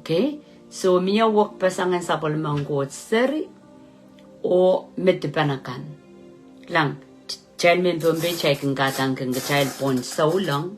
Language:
Pohnpeian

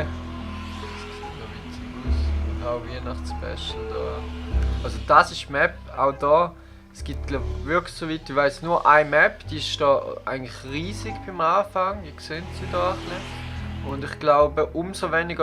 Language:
Swiss German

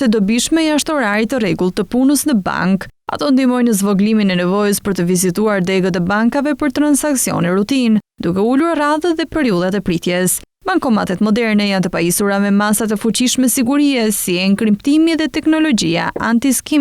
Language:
Albanian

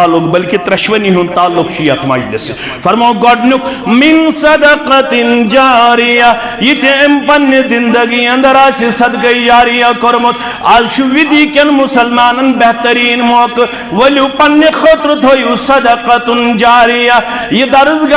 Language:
Kashmiri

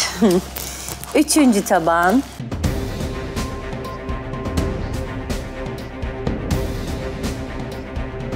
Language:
Turkish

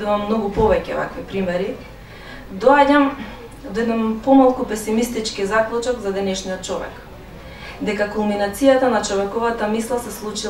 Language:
Macedonian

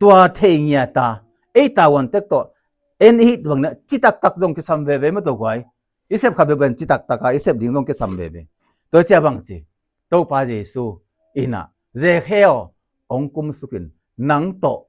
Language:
Tedim Chin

